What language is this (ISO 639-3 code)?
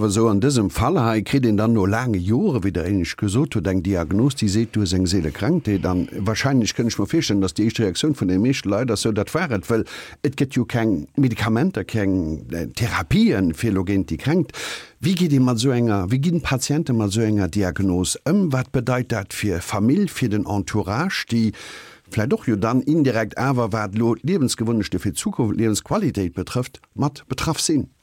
ltz